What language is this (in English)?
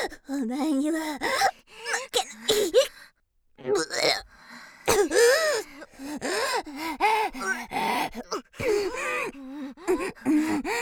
Japanese